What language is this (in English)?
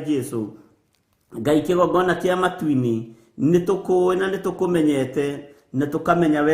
Kikuyu